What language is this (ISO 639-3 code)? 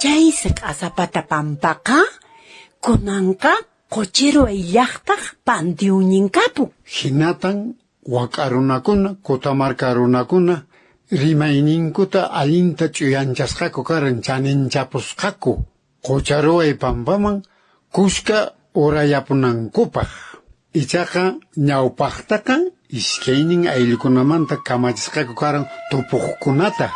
que